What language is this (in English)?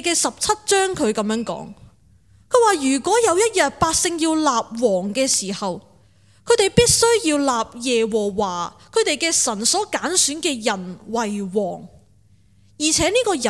Cantonese